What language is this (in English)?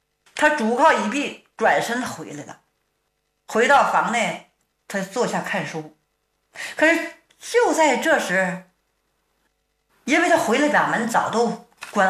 Chinese